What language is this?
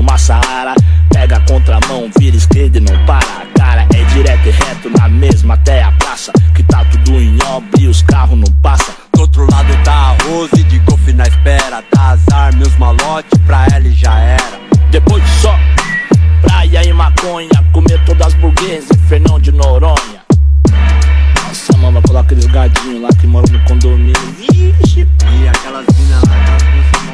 Portuguese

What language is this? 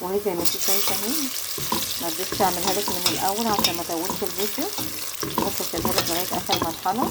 Egyptian Arabic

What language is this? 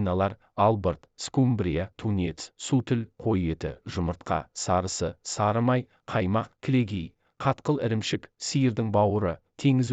Kazakh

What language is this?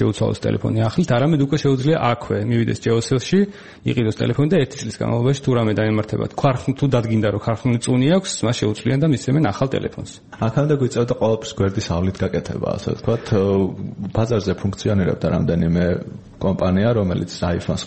Georgian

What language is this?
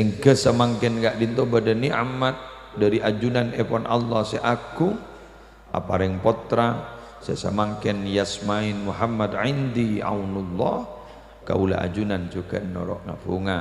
Madurese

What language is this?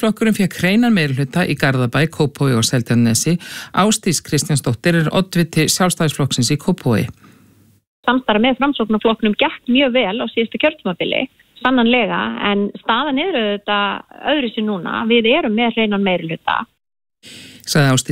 Icelandic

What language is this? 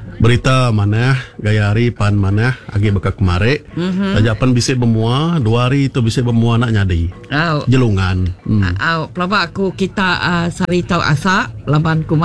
Iban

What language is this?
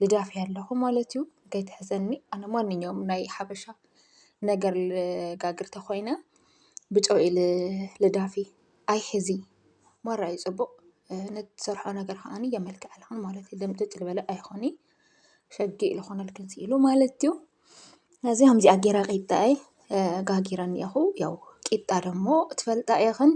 Tigrinya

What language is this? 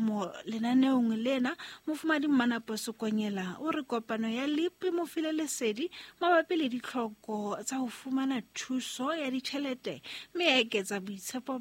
Southern Sotho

